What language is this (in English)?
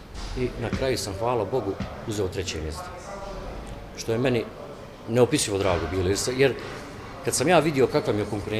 Bosnian